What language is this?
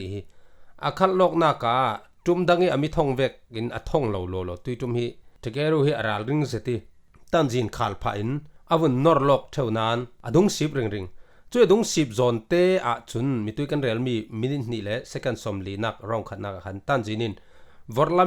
Falam Chin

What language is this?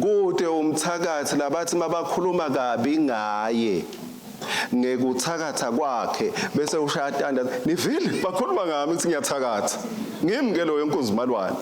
Swati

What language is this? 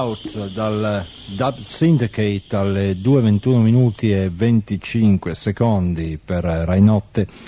Italian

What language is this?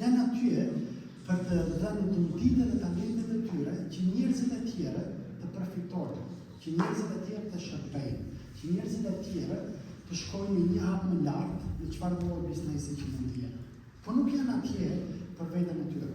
Albanian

